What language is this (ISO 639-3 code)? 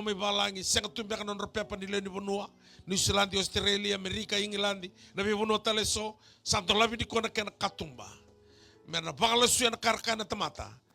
fij